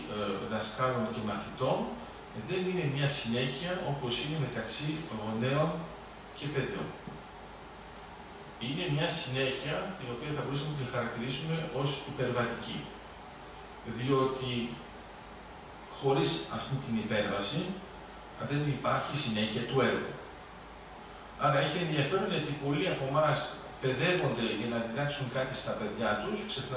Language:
Greek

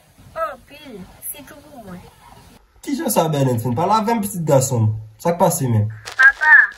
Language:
Haitian Creole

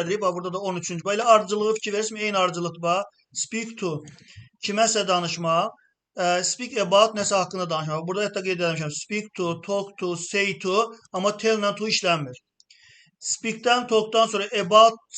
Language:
Azerbaijani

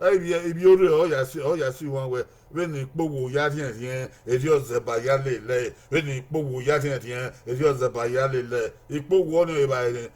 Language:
Bini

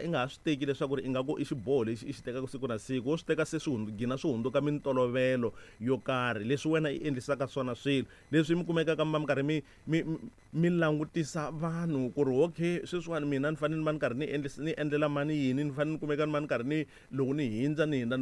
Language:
Tsonga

